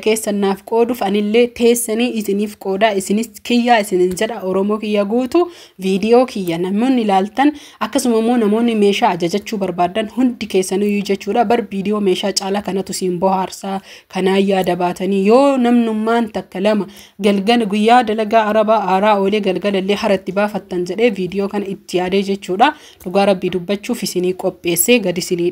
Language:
Oromo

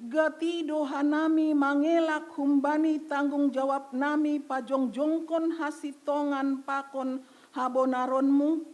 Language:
Batak Simalungun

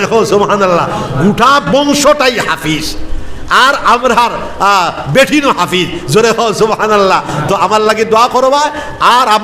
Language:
Sylheti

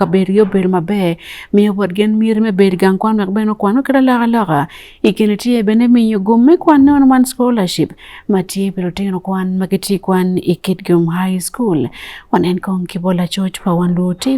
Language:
Acoli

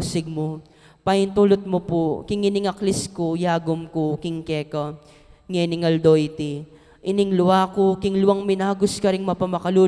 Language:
Pampanga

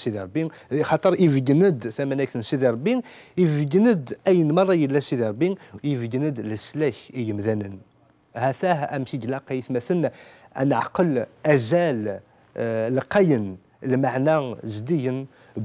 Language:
Kabyle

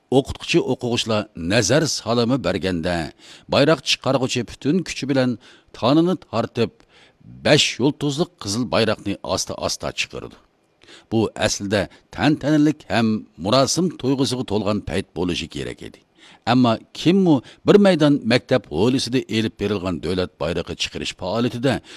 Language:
Uyghur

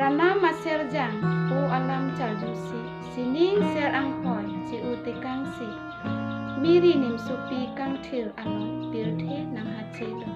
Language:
Karbi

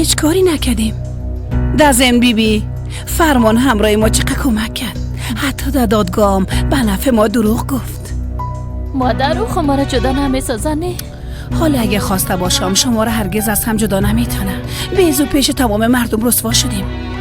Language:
Persian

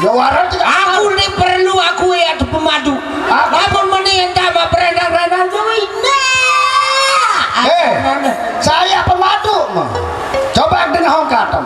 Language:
Sasak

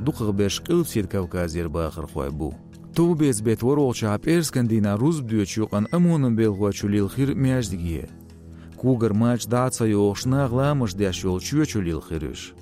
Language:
Chechen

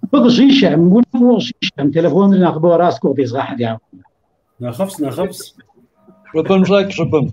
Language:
Kabardian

